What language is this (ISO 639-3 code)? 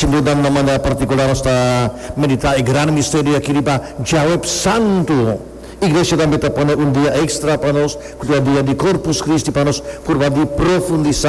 pap